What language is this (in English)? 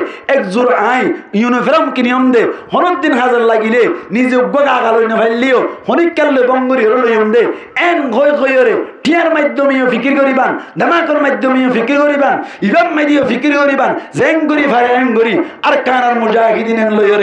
Rohingya